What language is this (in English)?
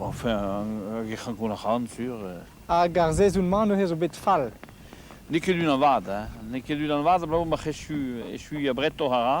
Breton